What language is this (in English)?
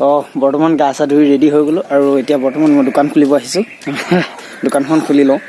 Assamese